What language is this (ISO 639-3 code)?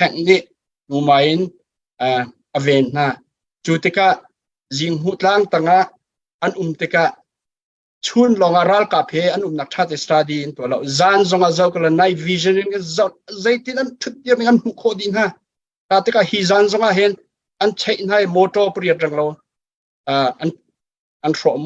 cnh